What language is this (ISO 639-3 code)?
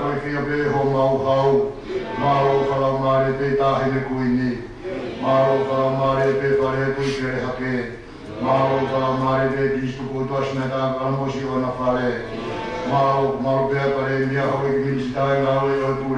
ton